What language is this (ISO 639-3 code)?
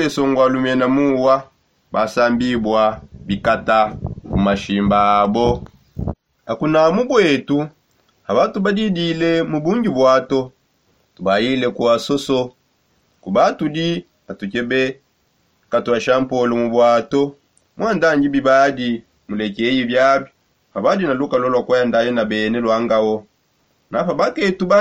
sop